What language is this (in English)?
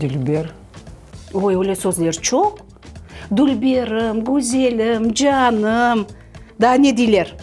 Crimean Tatar